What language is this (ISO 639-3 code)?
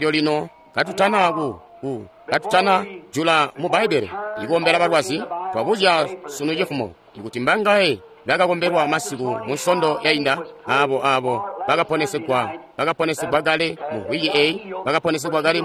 toi